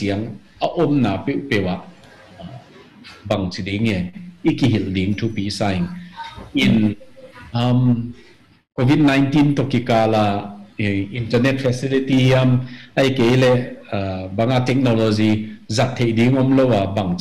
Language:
Tedim Chin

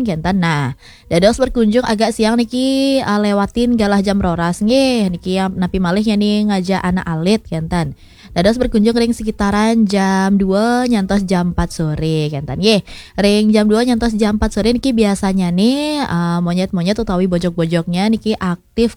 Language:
Balinese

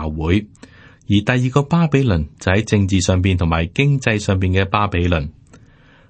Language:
Cantonese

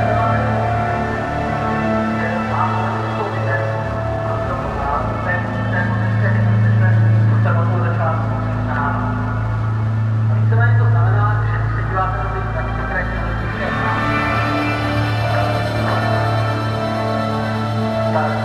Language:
Czech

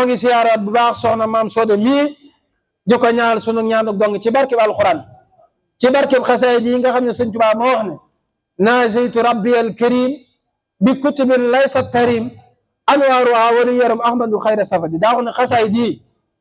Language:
Wolof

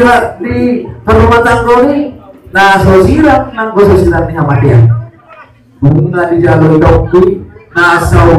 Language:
Batak Toba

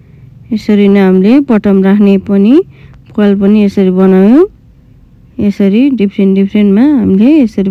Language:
Nepali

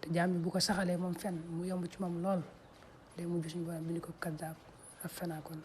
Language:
Wolof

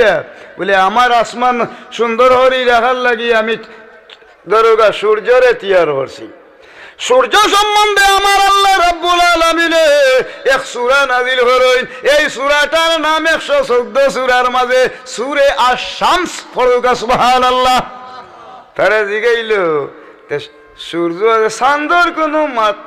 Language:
Sylheti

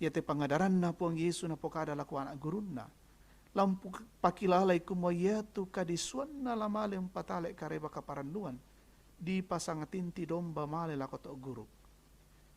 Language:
Toraja-Sa'dan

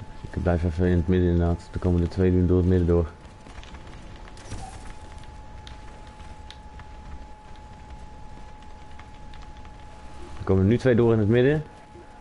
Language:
Dutch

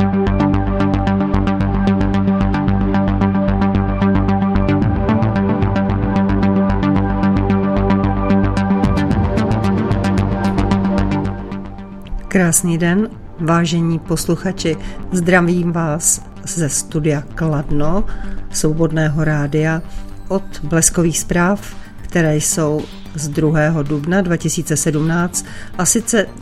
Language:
Czech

